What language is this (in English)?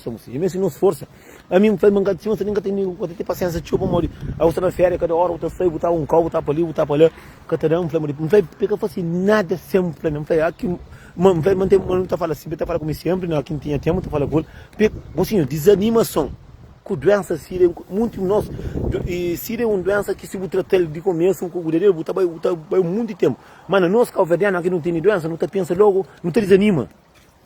Kabuverdianu